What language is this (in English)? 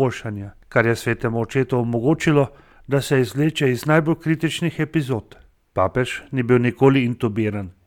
Slovenian